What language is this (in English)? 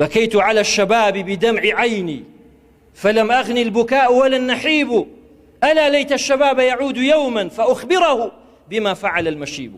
Central Kurdish